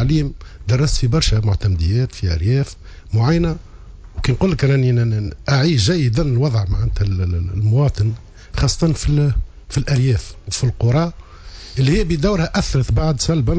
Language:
Tunisian Arabic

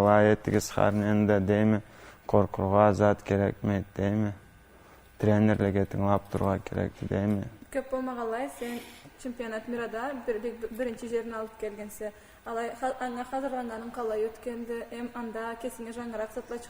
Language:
Karachay-Balkar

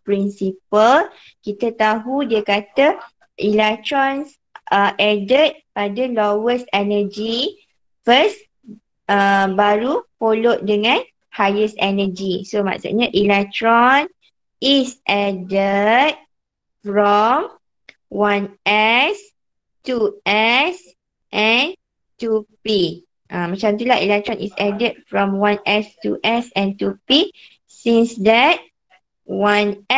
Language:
Malay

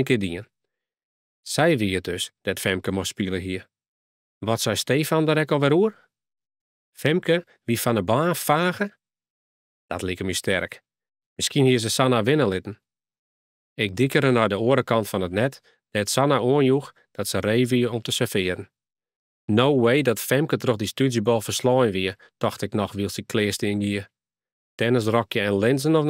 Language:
Western Frisian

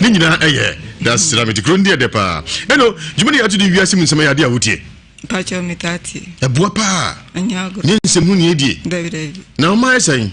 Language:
Akan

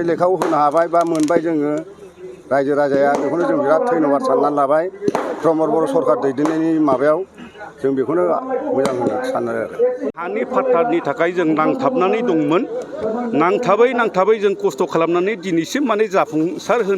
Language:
Bodo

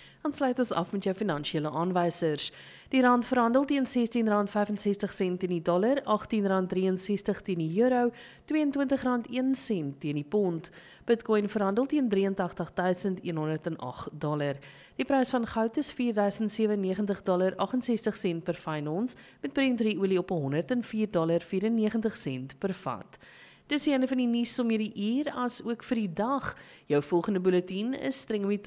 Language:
Afrikaans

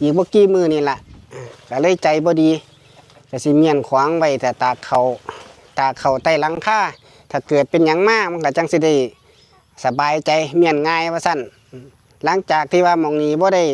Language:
Northeastern Thai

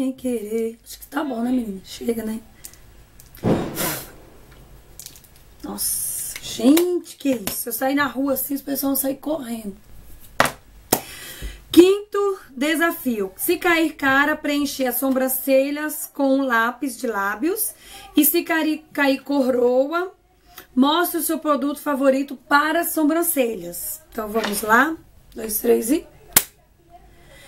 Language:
Portuguese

